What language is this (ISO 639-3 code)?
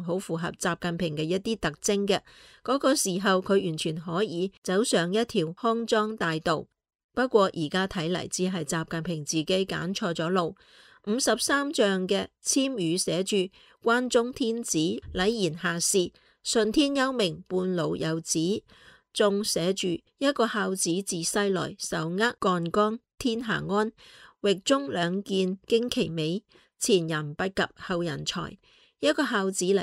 yue